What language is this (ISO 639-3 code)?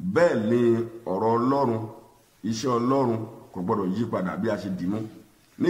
yor